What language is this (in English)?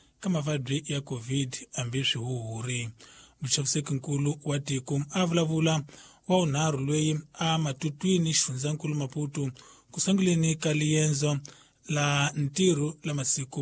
Tsonga